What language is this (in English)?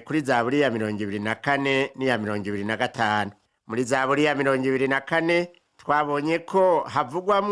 Rundi